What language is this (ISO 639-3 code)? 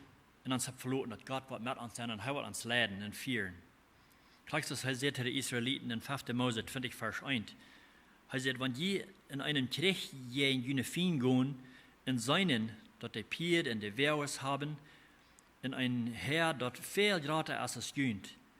pdt